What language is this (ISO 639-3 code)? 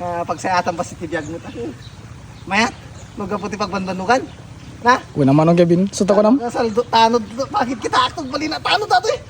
ilo